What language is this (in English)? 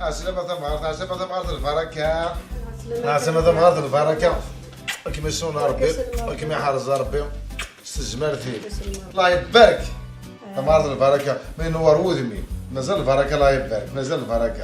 Kabyle